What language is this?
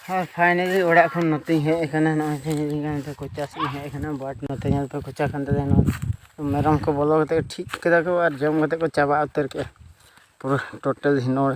Santali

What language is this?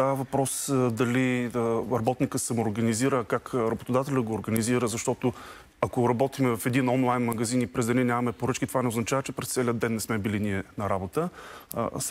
Bulgarian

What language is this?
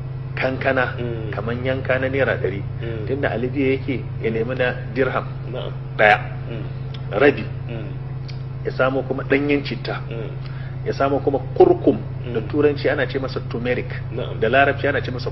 Hausa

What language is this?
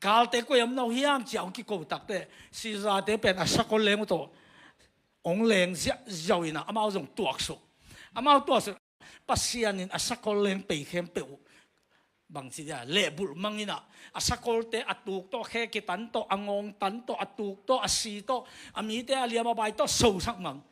Tedim Chin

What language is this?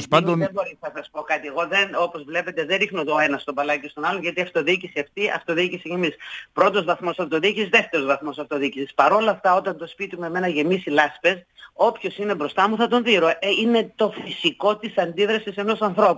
Greek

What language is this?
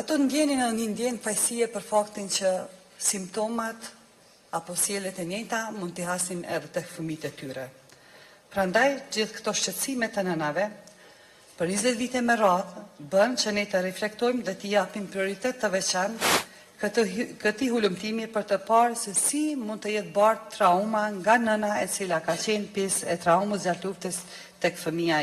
Albanian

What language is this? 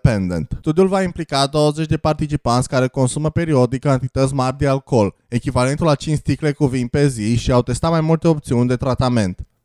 Romanian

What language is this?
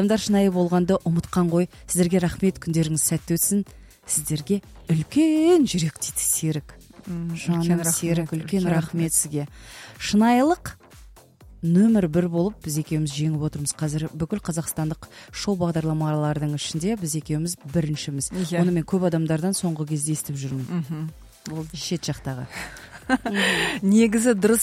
Kazakh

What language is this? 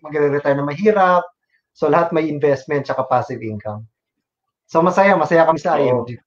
Filipino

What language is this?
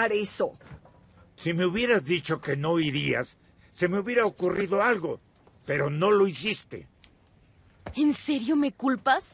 Spanish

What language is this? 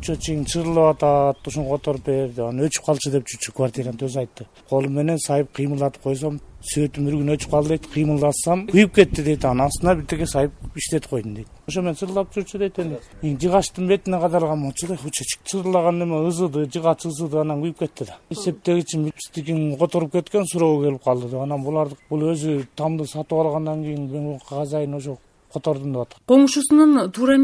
Kyrgyz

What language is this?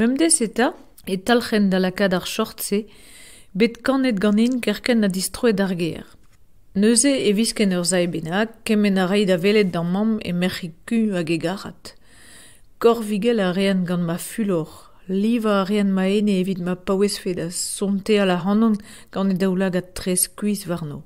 Breton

